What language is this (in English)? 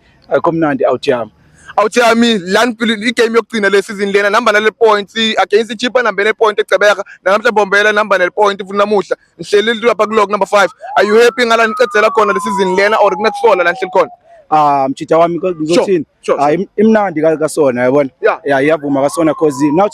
Zulu